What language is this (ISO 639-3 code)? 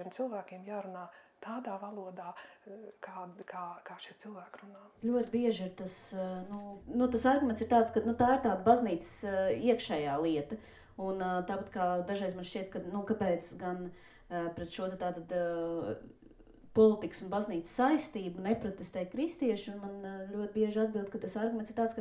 lav